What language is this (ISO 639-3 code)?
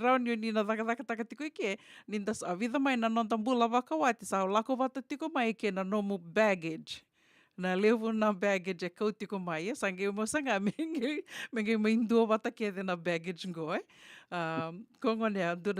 fij